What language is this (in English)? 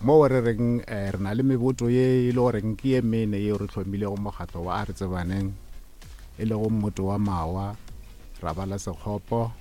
Northern Sotho